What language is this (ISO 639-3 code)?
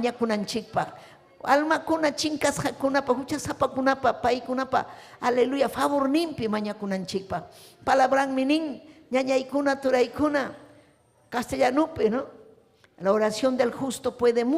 quy